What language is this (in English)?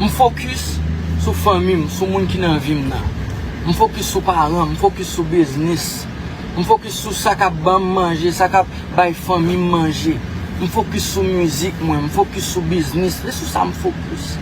Haitian Creole